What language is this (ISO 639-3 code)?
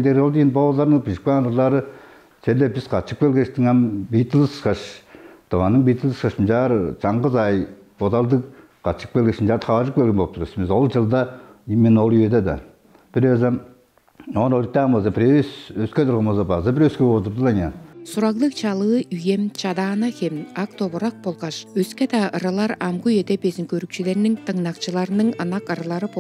tyv